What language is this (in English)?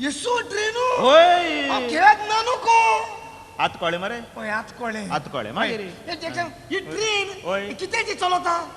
Konkani